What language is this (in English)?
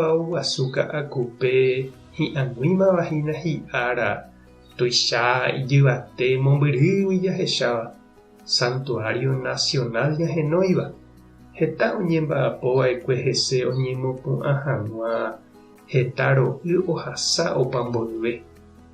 Guarani